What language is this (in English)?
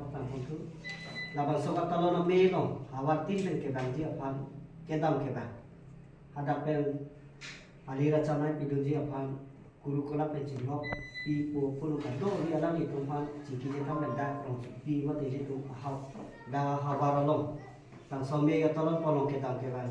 Karbi